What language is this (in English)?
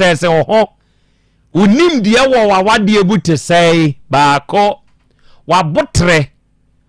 Akan